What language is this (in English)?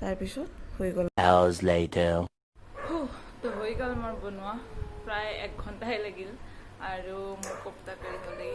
Assamese